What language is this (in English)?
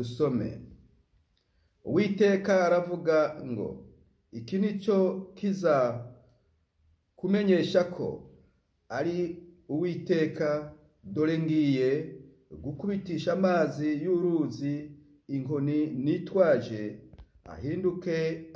Kinyarwanda